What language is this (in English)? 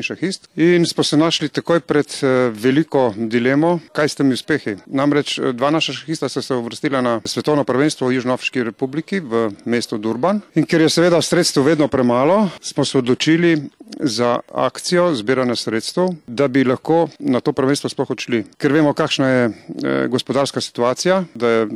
Slovenian